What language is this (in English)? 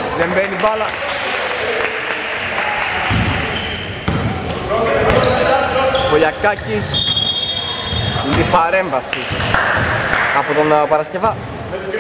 Greek